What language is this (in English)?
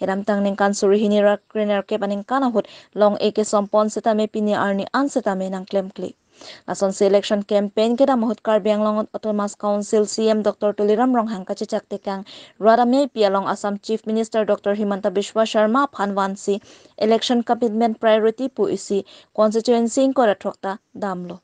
Karbi